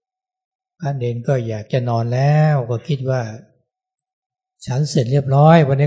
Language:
Thai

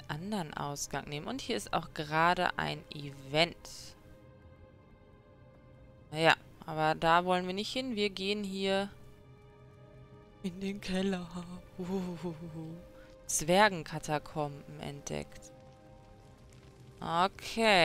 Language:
German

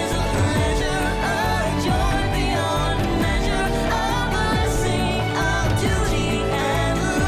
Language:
Tahitian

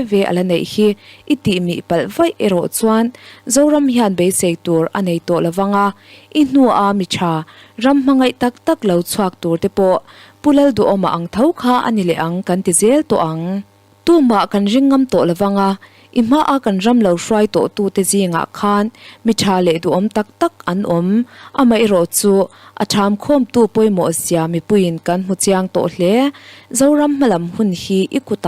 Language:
Mizo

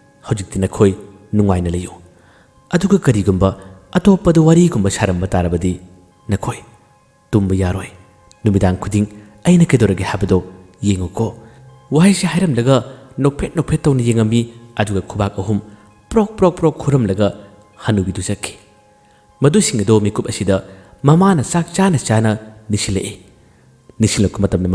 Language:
Manipuri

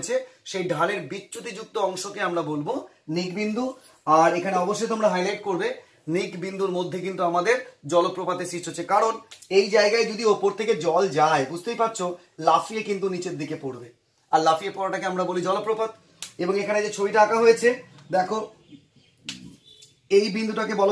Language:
Bangla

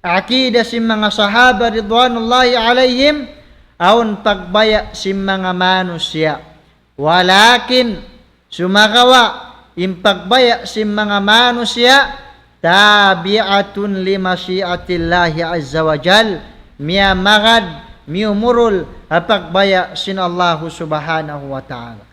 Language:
Tausug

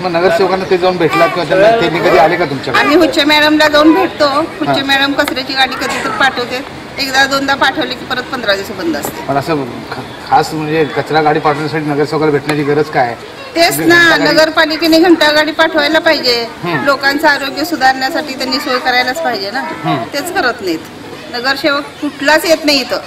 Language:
Marathi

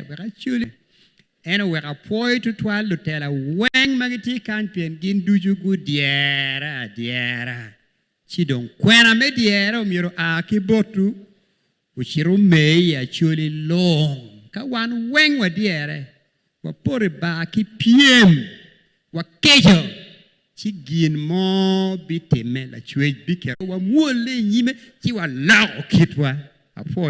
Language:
Acoli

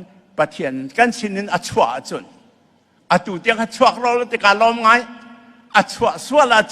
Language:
Hakha Chin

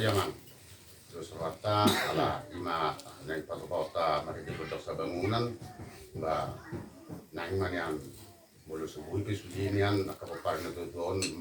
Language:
Batak Toba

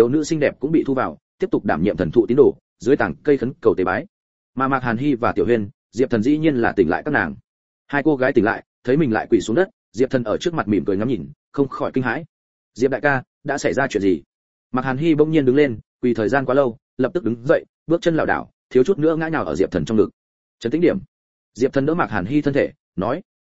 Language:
Vietnamese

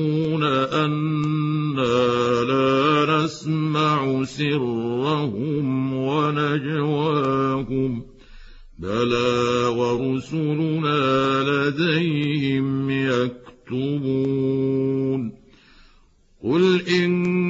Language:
Arabic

